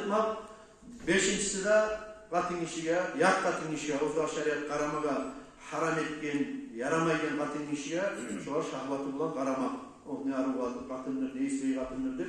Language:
Kumyk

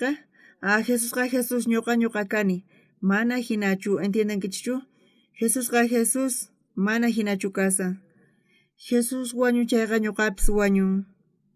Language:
South Bolivian Quechua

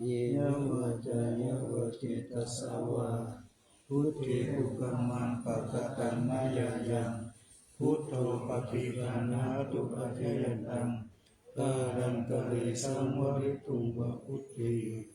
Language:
Pali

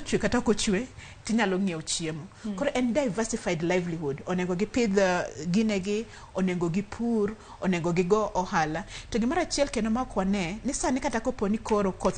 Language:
Luo (Kenya and Tanzania)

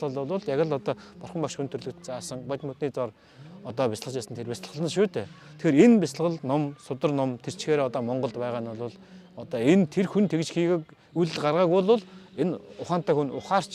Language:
Mongolian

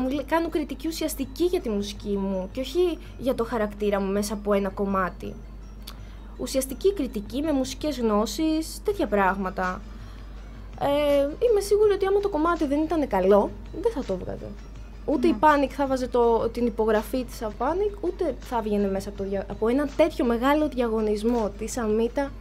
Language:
Greek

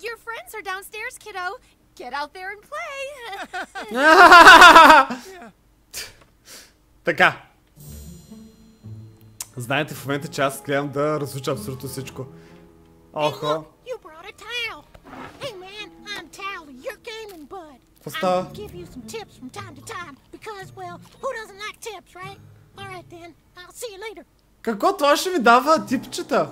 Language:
Bulgarian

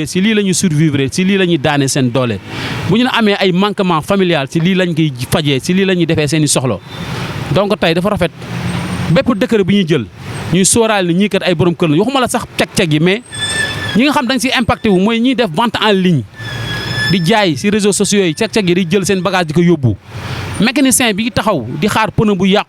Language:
Wolof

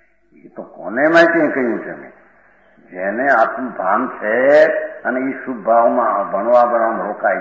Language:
Gujarati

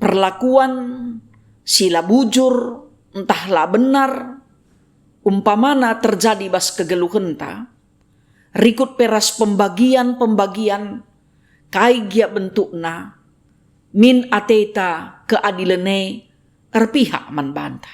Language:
Batak Karo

